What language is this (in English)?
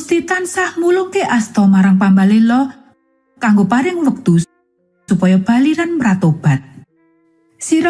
Javanese